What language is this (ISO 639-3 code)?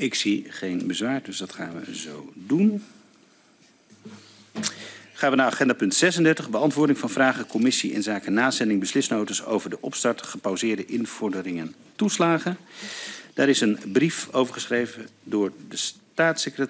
nld